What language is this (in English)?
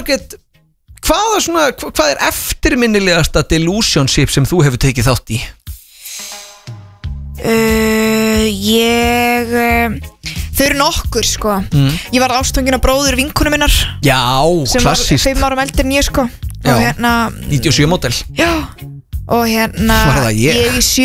Icelandic